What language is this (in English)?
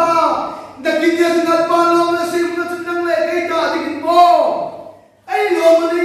Hmar